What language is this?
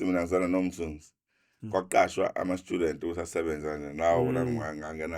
Zulu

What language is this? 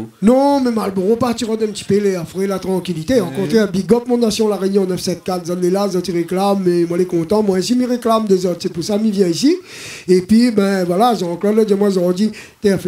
Réunion Creole French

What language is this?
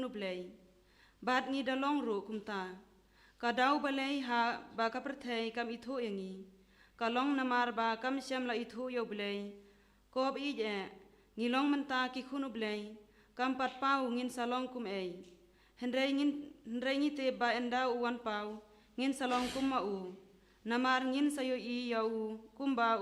Khasi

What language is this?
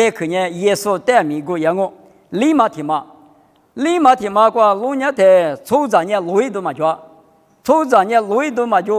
Lisu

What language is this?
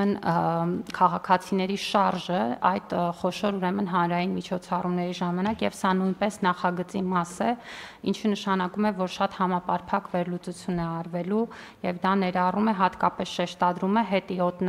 Armenian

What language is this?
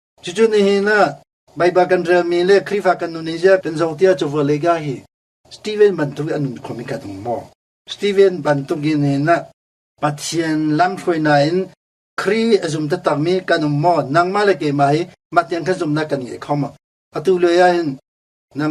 Hakha Chin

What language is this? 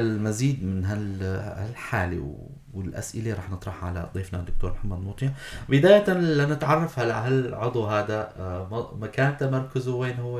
North Levantine Arabic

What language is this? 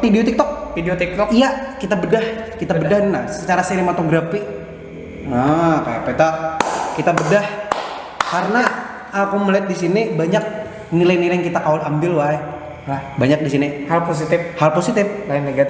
Banjar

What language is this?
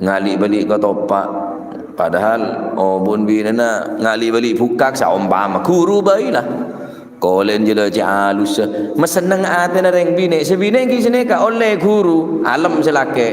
Madurese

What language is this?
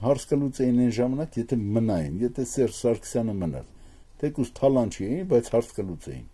Armenian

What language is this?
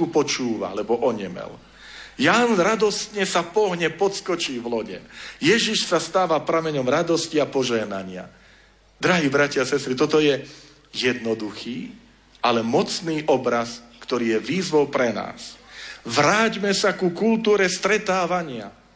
Slovak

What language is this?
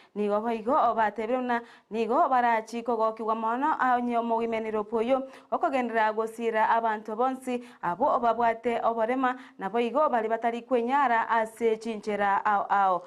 Gusii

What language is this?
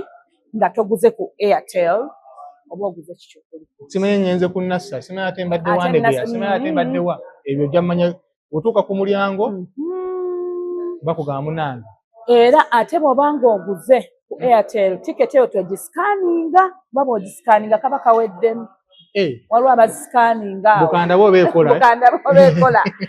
Ganda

